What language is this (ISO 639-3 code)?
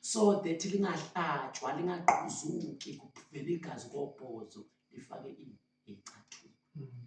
zul